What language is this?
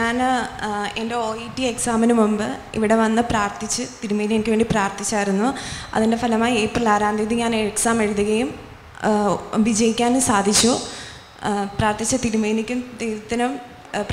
Malayalam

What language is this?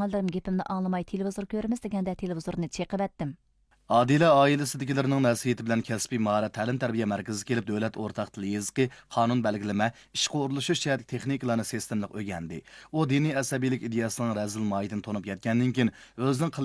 Uyghur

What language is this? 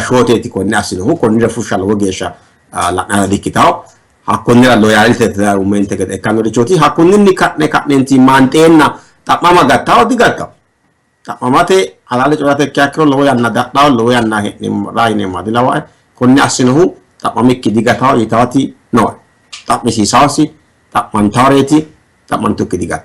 Sidamo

